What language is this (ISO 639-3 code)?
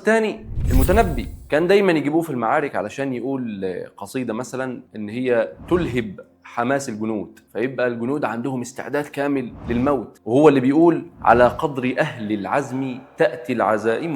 arz